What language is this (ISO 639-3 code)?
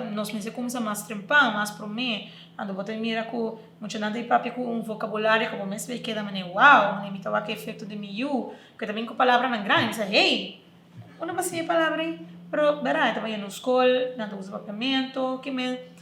pap